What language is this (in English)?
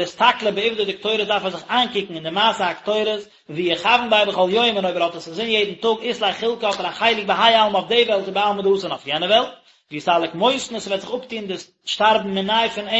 Yiddish